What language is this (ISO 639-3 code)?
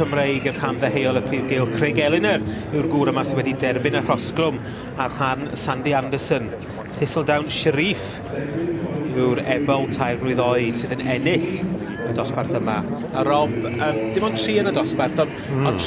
cym